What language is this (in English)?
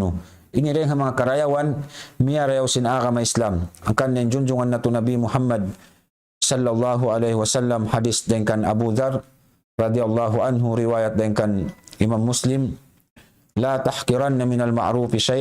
Tausug